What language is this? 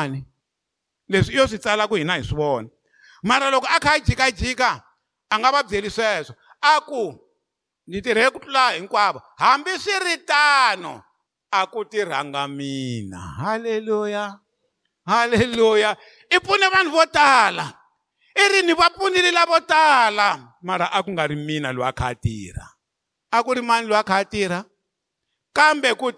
Tsonga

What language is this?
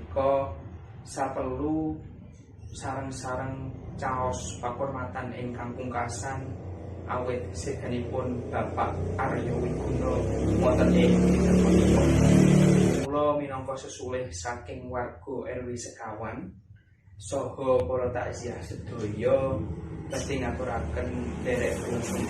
Javanese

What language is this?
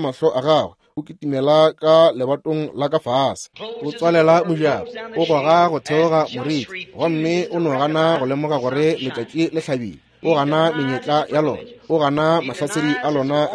Northern Sotho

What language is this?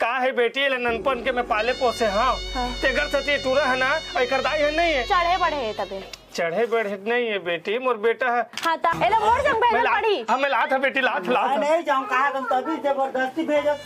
Chhattisgarhi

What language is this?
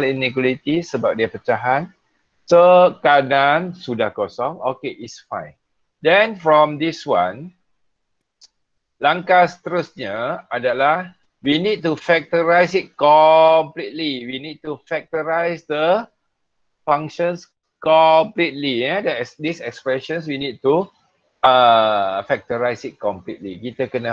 Malay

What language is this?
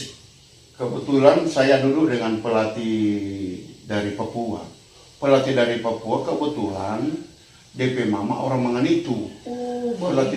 Manado Malay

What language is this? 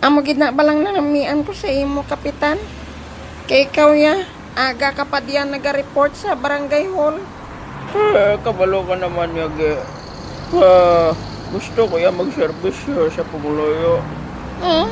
Hiligaynon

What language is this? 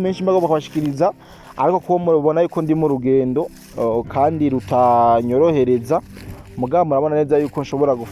Rundi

